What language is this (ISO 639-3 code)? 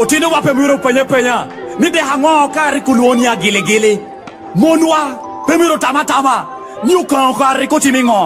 laj